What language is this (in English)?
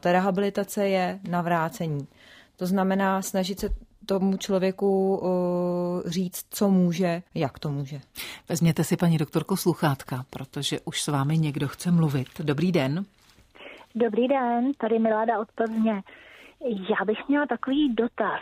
Czech